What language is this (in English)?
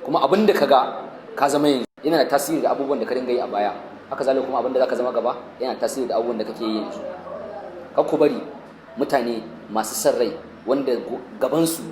Hausa